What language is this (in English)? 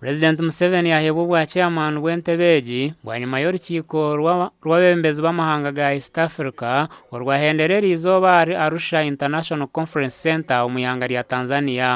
Nyankole